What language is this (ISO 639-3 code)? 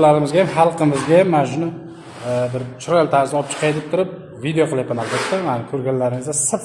uzb